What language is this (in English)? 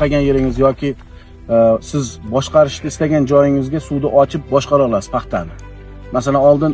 Uzbek